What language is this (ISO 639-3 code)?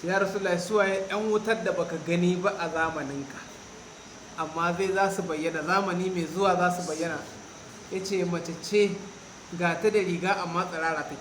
hau